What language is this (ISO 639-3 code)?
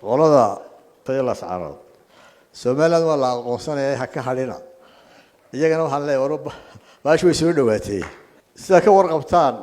som